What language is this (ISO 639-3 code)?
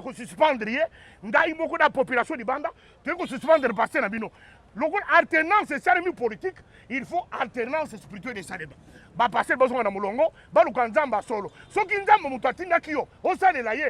lin